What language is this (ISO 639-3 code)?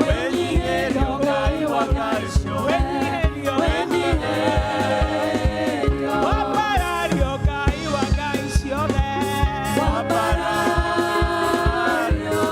kik